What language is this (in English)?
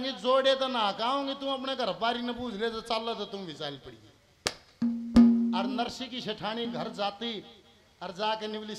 Hindi